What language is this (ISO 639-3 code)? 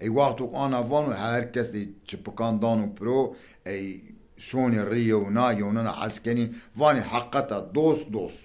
zza